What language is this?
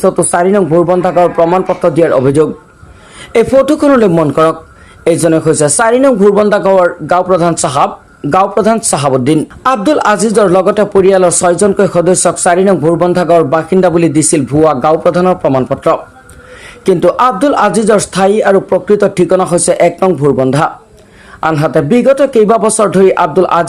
Assamese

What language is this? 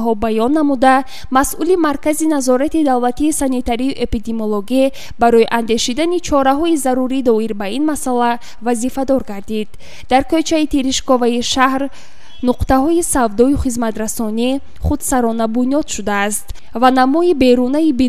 Tajik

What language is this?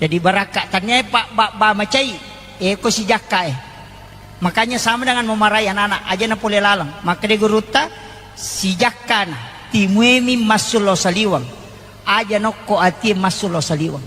Buginese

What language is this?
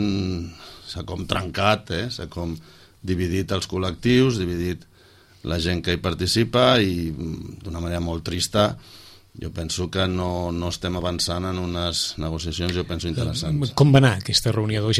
Catalan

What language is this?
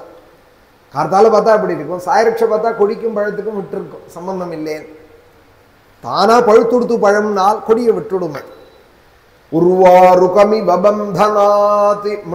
Tamil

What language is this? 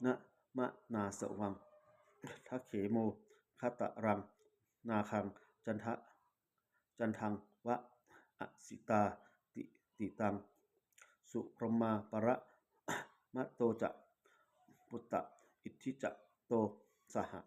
Pali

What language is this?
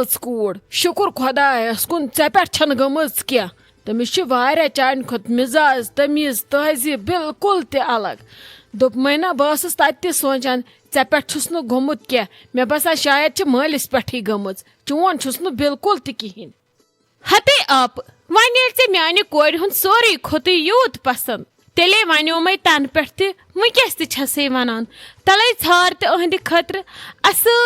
Kashmiri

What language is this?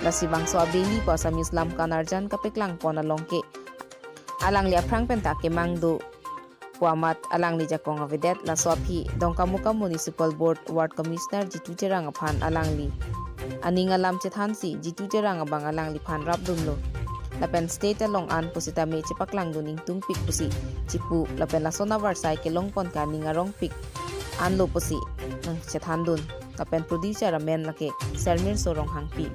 Karbi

